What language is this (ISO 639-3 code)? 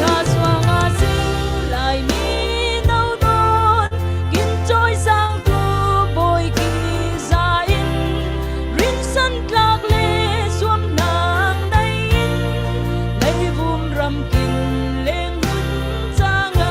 cfm